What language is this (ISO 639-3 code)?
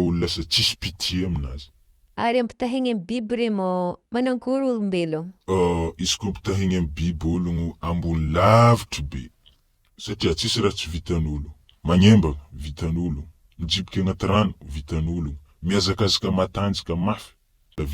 mlg